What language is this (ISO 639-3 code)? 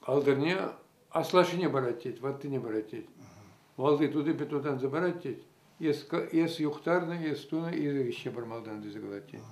chv